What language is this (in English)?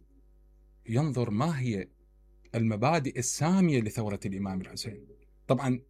Mesopotamian Arabic